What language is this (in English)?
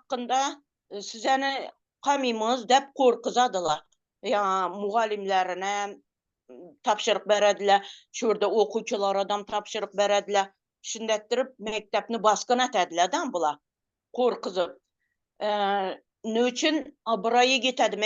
Turkmen